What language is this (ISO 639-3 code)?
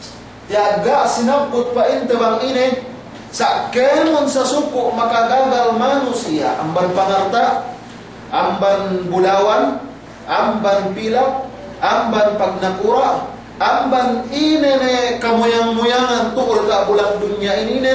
yka